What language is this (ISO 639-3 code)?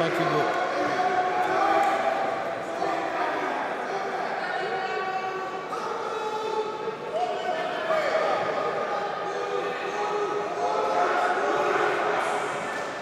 bul